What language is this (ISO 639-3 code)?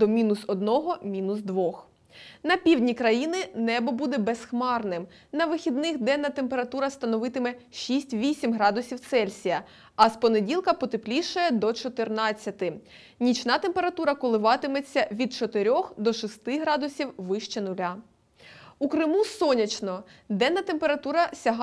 ukr